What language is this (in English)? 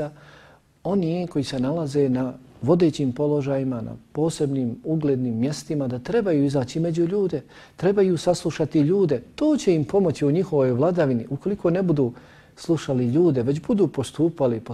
Bosnian